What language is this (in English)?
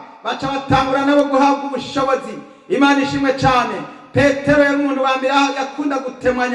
Rundi